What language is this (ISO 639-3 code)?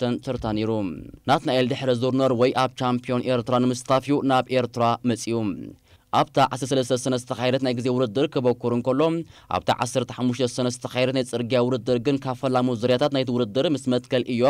tir